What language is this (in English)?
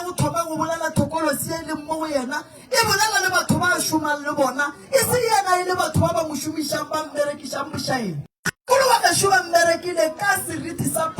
Northern Sotho